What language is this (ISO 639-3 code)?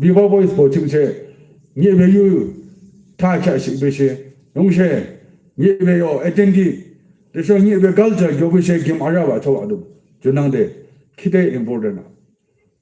yim